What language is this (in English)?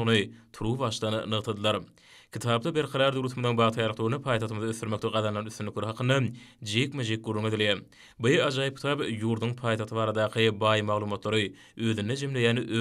Turkmen